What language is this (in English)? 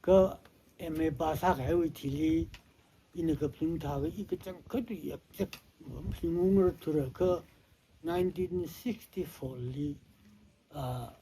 Tangkhul Naga (India)